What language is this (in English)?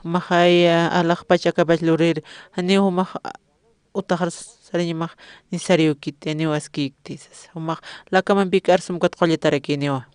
Aymara